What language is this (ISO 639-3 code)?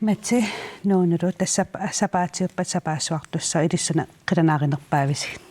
kal